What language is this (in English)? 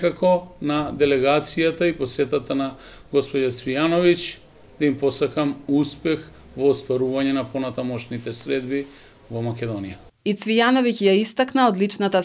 Macedonian